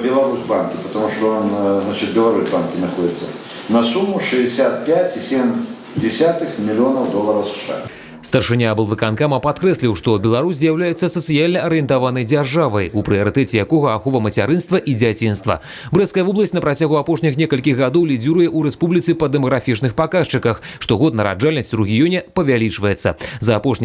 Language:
Belarusian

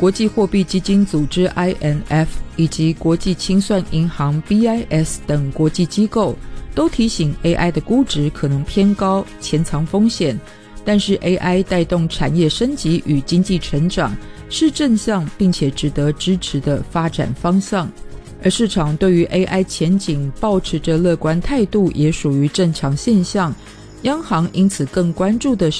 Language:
Chinese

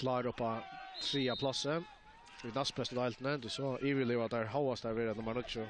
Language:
Faroese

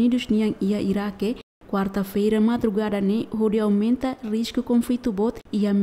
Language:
Tetum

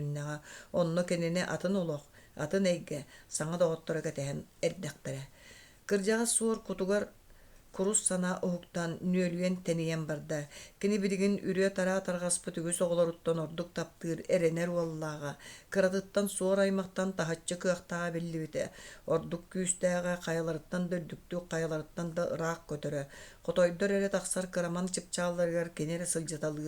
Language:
Yakut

